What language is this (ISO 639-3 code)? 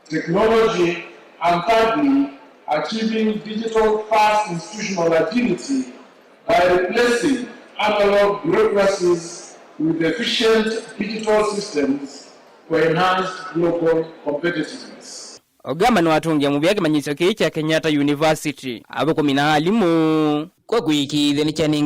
kam